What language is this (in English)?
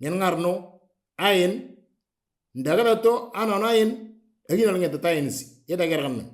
Moro